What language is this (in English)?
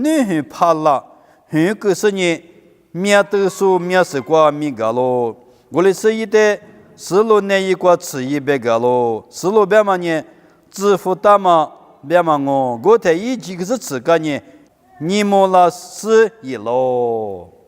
Lisu